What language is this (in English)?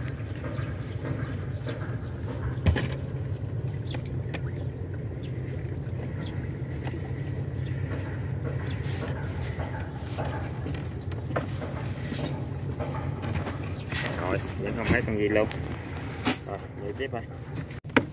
Vietnamese